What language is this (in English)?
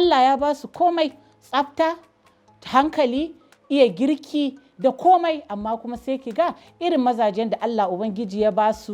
Hausa